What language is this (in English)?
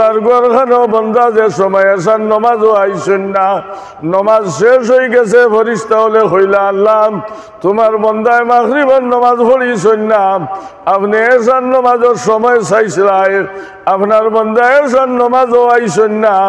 Sylheti